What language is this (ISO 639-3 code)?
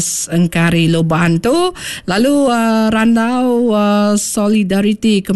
iba